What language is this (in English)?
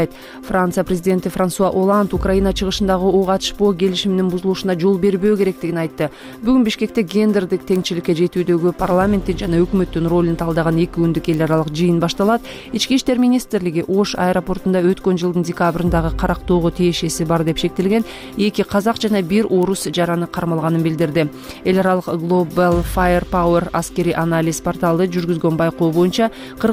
Kyrgyz